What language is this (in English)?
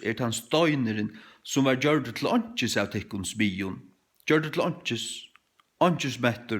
Faroese